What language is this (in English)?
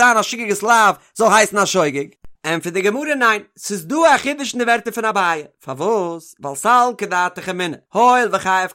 Yiddish